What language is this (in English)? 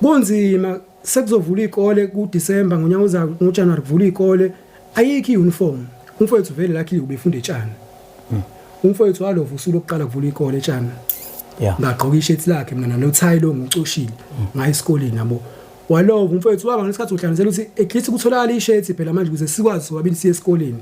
Zulu